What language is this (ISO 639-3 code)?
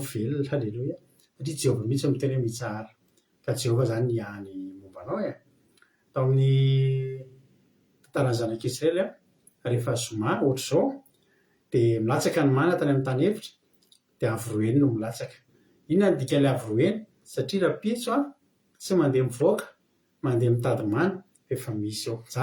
mlg